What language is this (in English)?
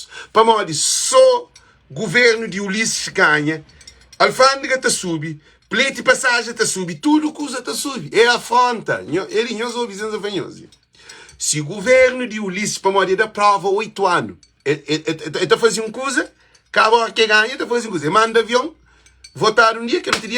Kabuverdianu